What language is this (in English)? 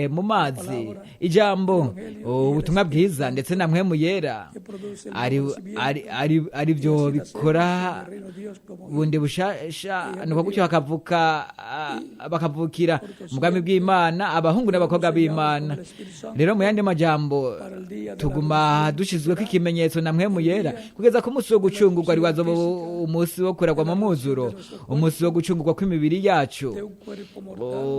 Rundi